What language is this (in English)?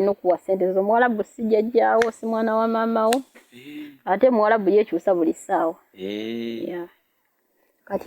Ganda